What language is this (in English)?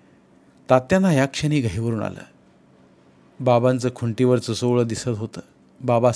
Marathi